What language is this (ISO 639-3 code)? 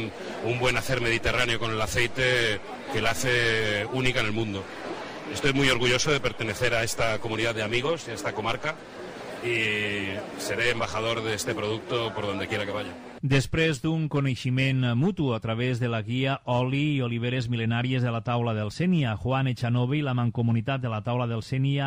cat